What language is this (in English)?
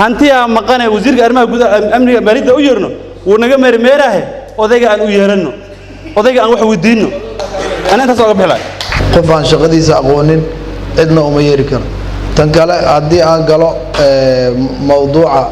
Somali